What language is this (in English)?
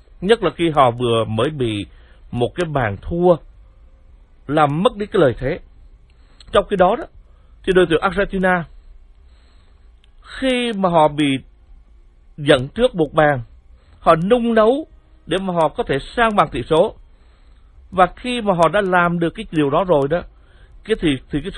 Vietnamese